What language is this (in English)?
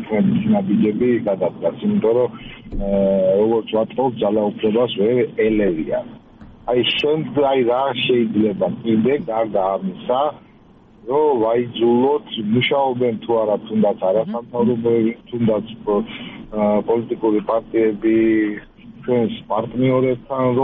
Georgian